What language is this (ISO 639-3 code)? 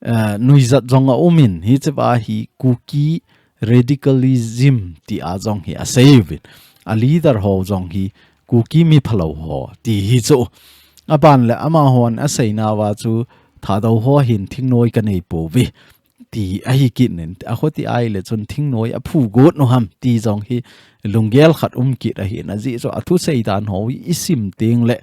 tcz